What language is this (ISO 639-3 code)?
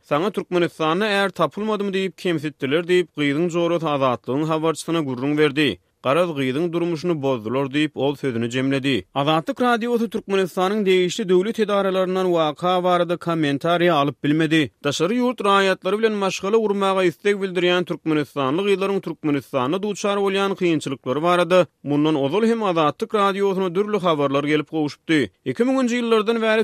tuk